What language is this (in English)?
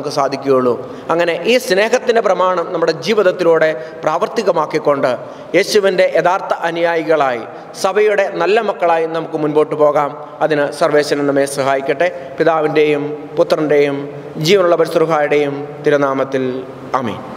Malayalam